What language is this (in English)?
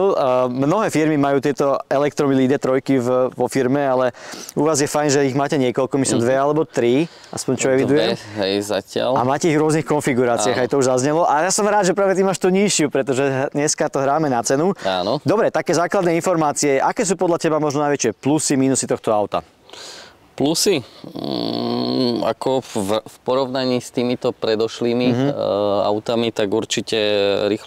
Slovak